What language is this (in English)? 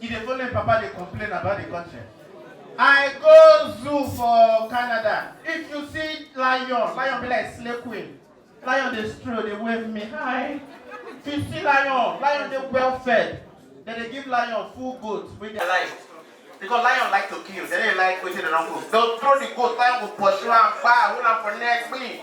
Nigerian Pidgin